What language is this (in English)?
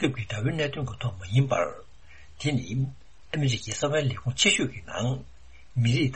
Tibetan